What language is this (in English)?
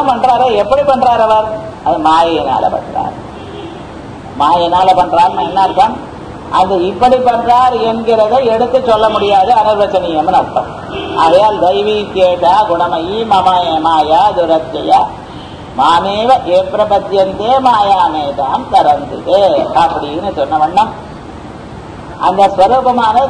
Tamil